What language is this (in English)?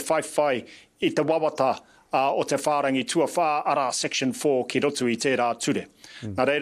Māori